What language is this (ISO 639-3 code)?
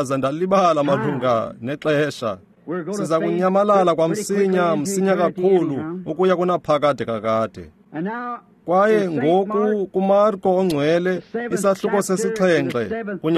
xho